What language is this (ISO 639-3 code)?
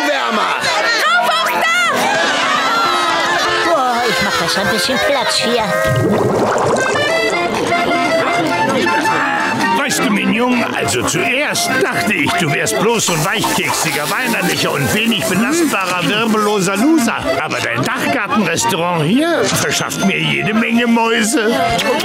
deu